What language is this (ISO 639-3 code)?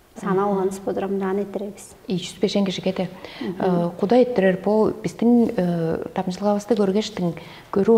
tyv